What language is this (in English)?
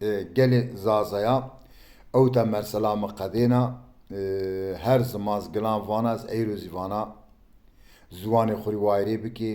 Zaza